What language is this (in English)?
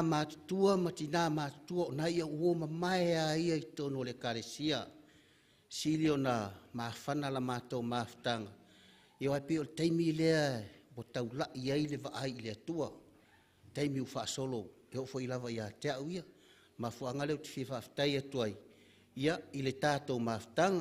Samoan